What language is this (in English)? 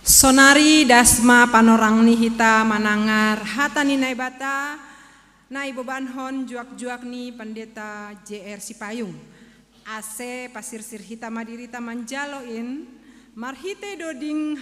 Batak Simalungun